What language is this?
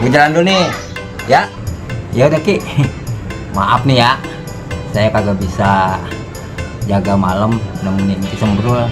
Betawi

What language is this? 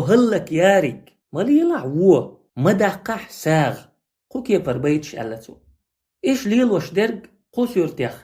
Chechen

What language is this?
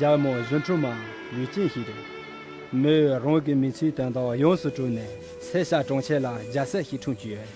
Khams Tibetan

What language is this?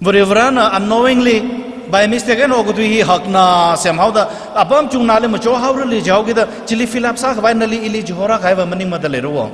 Tangkhul Naga (India)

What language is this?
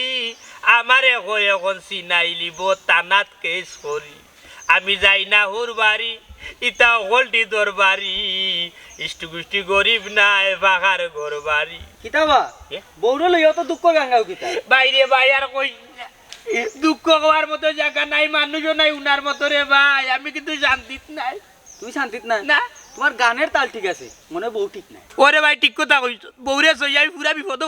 Sylheti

